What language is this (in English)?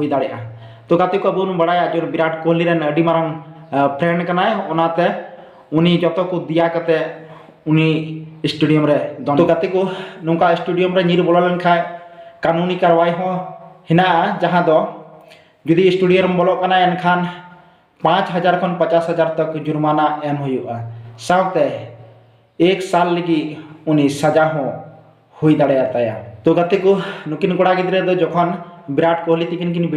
Santali